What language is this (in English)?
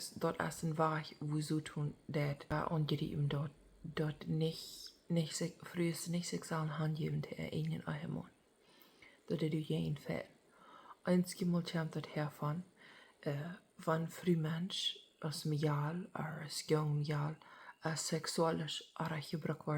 Plautdietsch